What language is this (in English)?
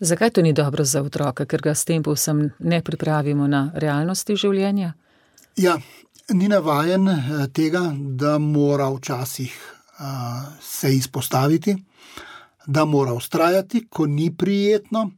Slovenian